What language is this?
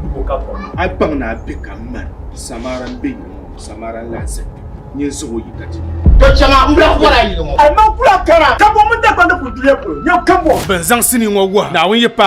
Dagbani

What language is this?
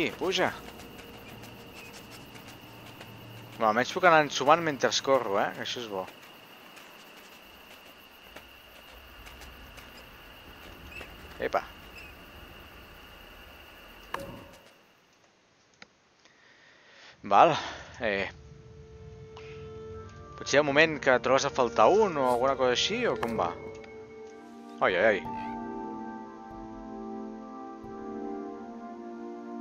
Catalan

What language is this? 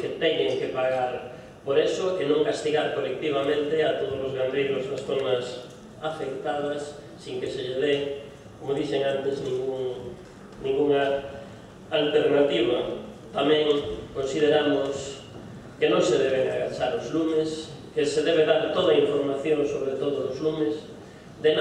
Galician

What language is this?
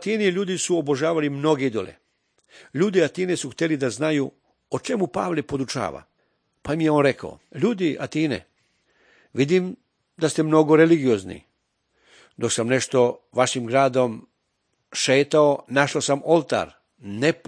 Serbian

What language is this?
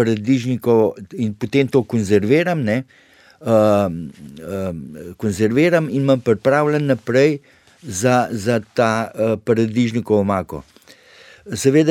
Slovenian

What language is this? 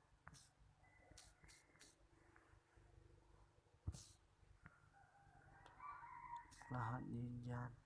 Lao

